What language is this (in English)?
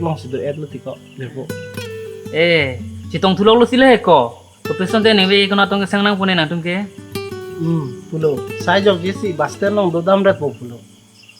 Karbi